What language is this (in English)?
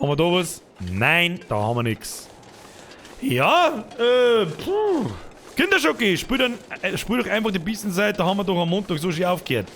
Bavarian